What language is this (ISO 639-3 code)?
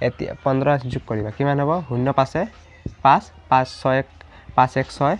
asm